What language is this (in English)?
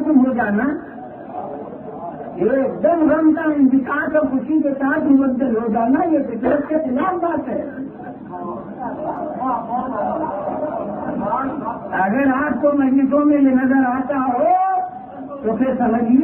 Urdu